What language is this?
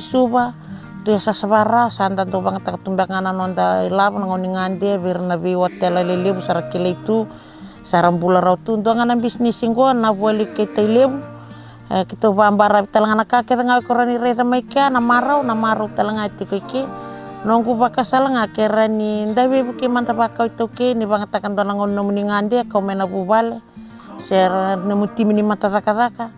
Fijian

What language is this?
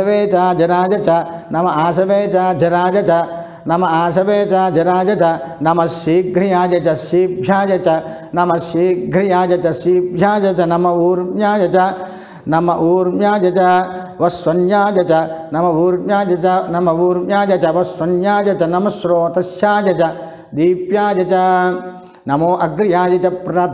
Sanskrit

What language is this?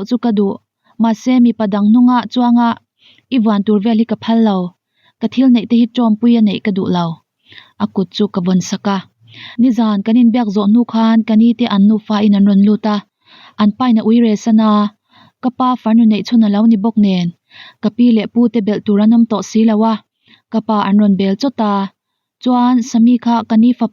Mizo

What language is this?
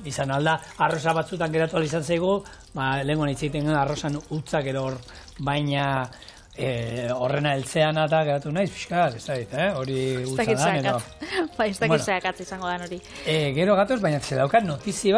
Basque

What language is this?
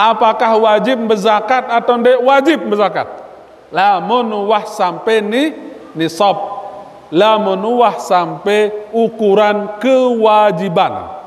Sasak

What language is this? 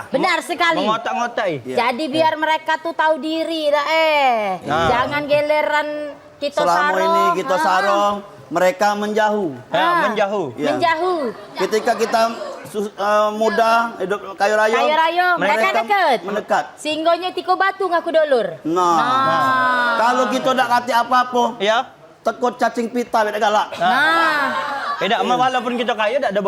Musi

